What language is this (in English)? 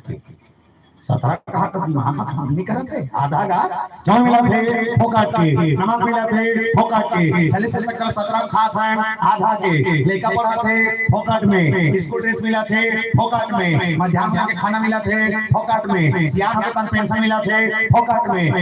Chhattisgarhi